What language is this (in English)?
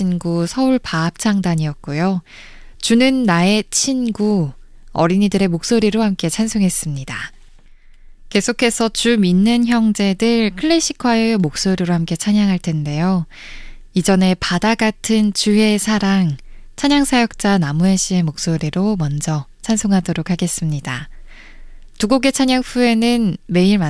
Korean